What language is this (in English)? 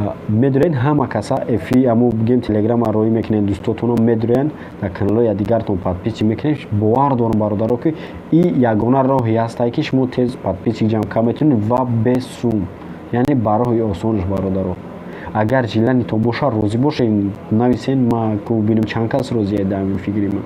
Tajik